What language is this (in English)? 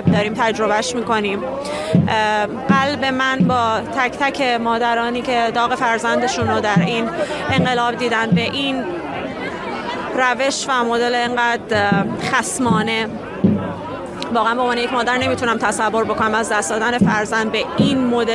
Persian